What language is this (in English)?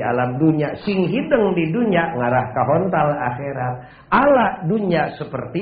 Sundanese